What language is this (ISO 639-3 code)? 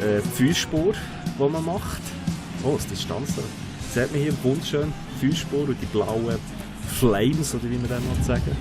gsw